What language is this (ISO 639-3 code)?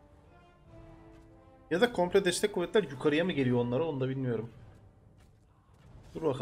tur